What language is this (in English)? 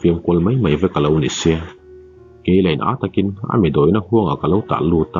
Mizo